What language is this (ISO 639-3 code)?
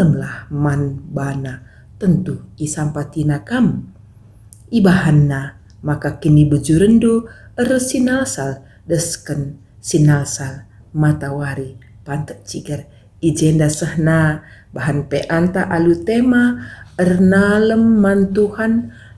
btx